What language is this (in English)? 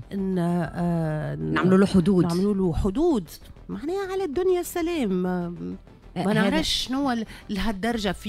Tunisian Arabic